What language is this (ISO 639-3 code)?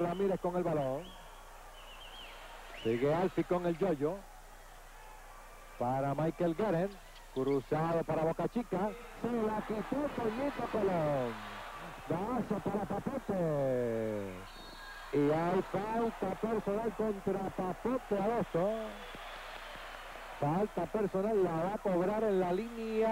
spa